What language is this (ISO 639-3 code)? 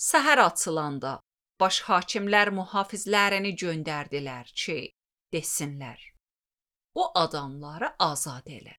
aze